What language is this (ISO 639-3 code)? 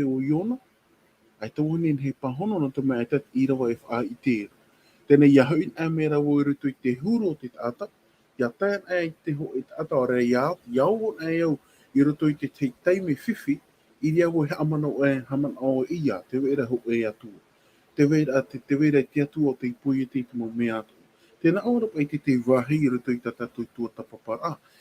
tah